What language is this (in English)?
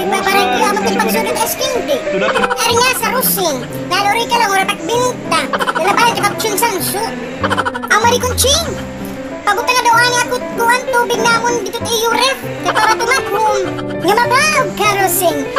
Waray